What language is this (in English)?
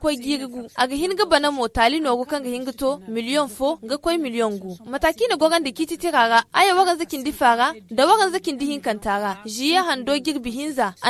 Zarma